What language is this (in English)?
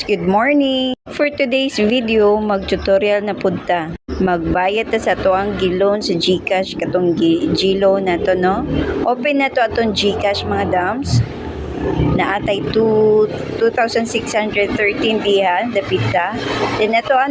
Cebuano